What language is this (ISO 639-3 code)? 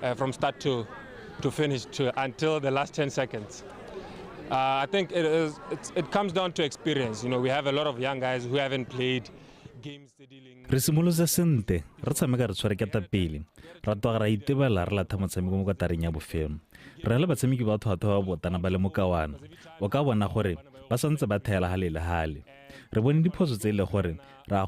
tsn